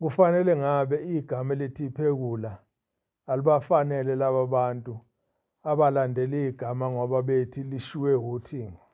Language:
Zulu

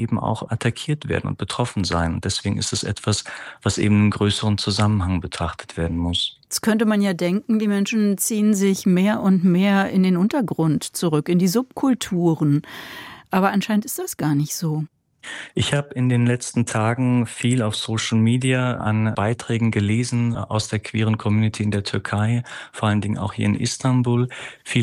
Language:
German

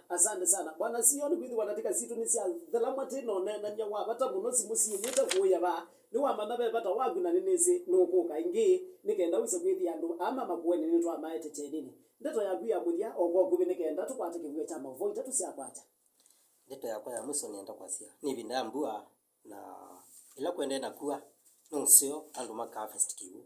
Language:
Kamba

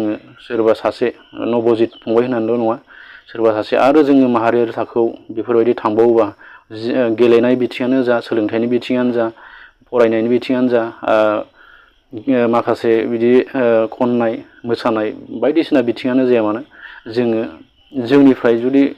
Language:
Bodo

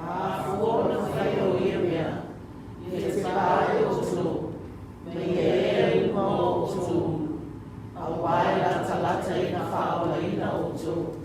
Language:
Samoan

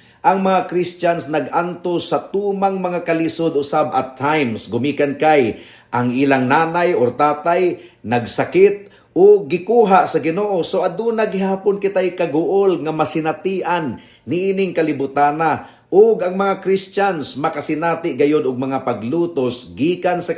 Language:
Cebuano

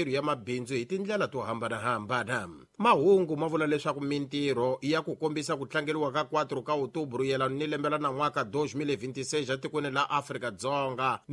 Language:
Tsonga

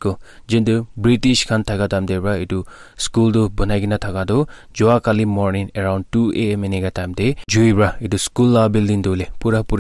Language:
Naga Pidgin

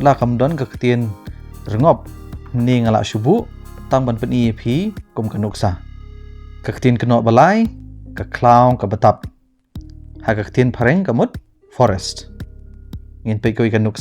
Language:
Khasi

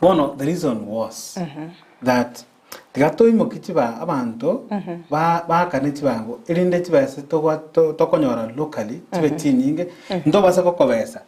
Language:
Gusii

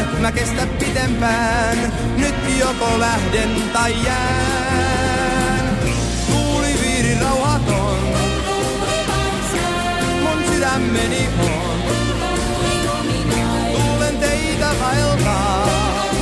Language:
Finnish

